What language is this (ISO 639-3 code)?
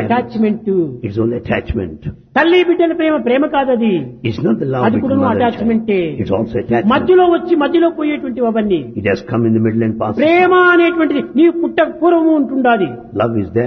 tel